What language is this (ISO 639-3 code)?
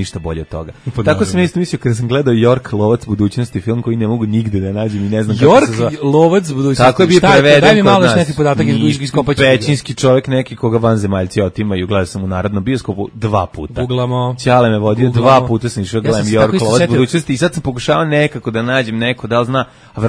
srp